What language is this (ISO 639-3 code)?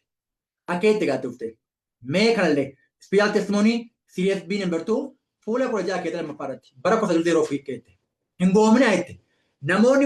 orm